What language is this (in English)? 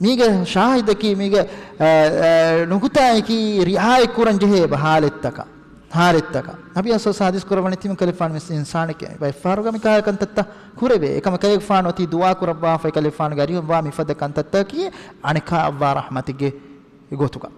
Divehi